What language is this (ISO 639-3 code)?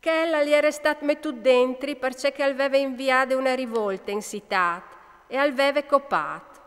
fur